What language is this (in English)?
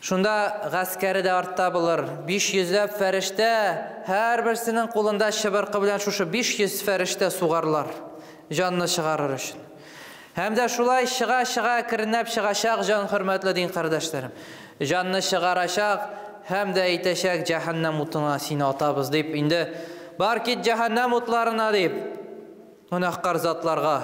Tatar